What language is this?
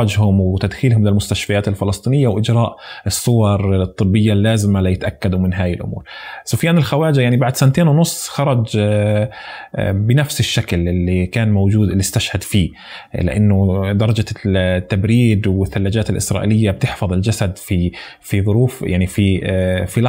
North Levantine Arabic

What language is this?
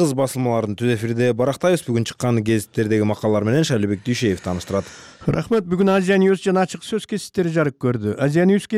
Kyrgyz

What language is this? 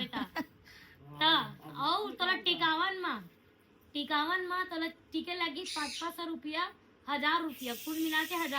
Chhattisgarhi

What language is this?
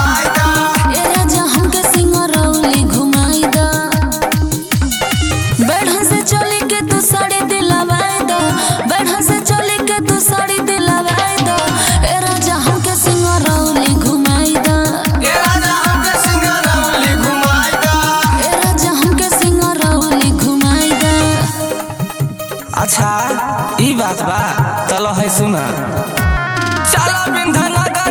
Bhojpuri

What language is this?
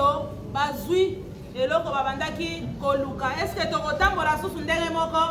Lingala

